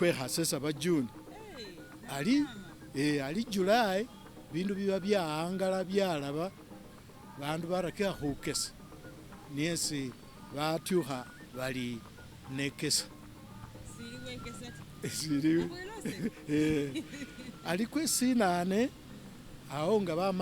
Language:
Masaaba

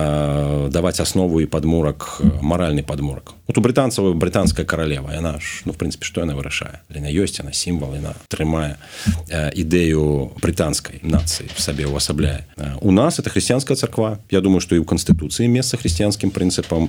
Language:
Belarusian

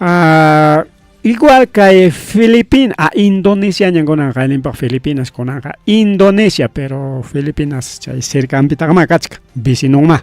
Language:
Ayacucho Quechua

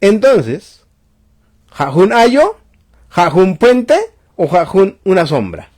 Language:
Tzotzil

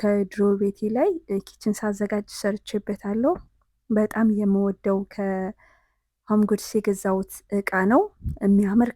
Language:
Amharic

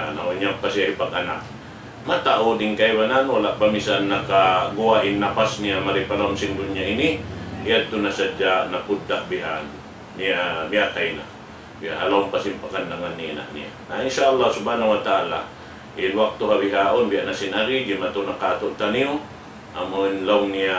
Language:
Tausug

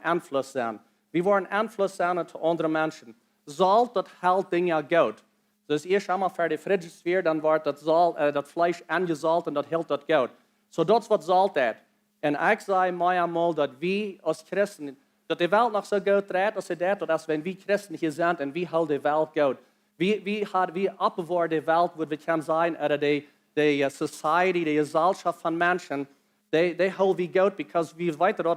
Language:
Plautdietsch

